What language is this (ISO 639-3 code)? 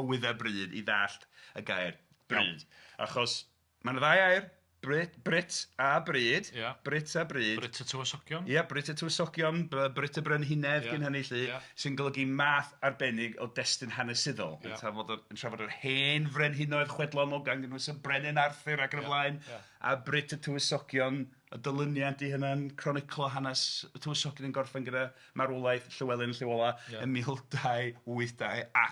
cym